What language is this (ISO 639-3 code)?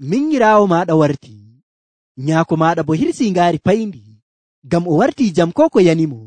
fuv